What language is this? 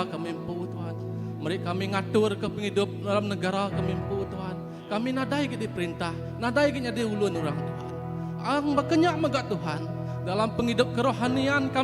Iban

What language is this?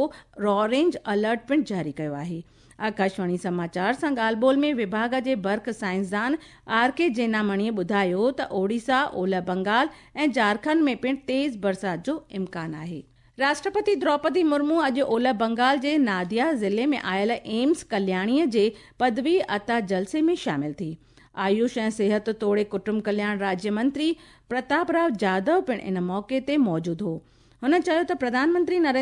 Sindhi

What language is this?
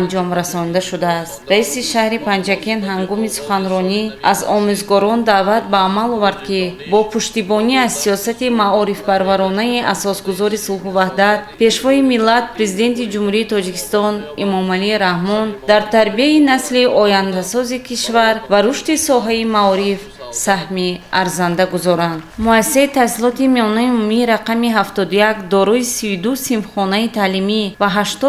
Tajik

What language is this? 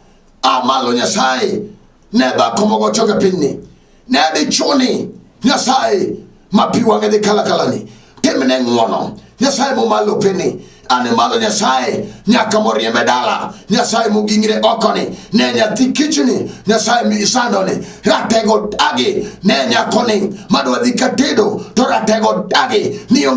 Luo (Kenya and Tanzania)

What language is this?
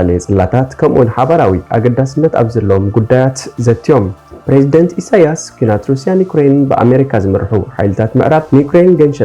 Tigrinya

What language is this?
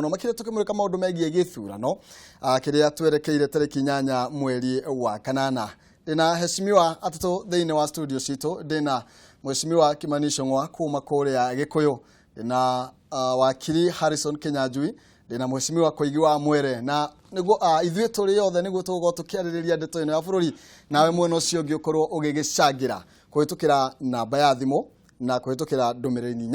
Kikuyu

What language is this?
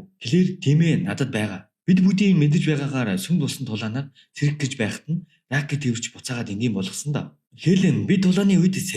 Mongolian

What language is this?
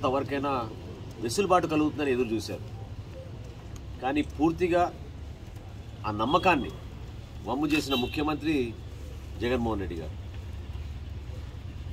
Telugu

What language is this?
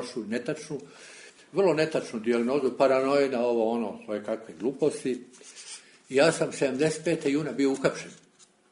Serbian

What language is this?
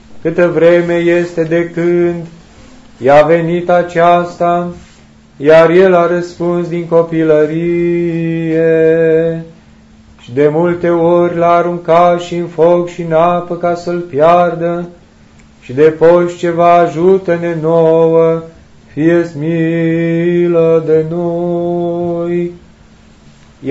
Romanian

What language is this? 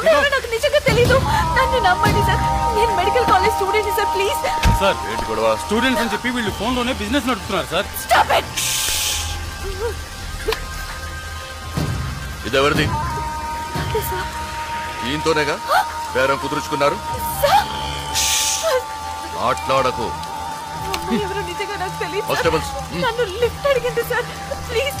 Telugu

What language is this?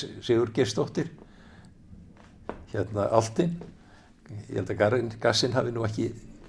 Icelandic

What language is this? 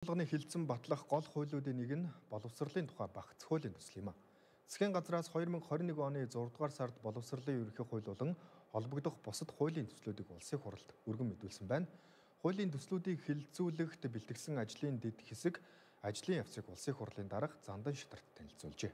Mongolian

